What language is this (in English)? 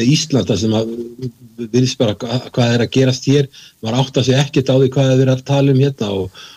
Icelandic